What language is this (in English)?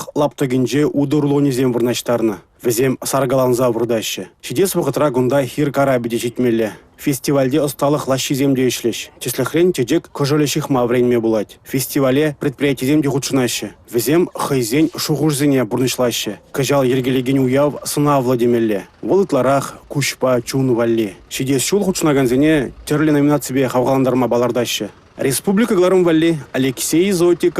Chuvash